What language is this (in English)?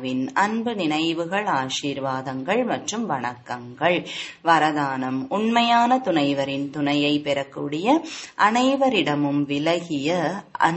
Tamil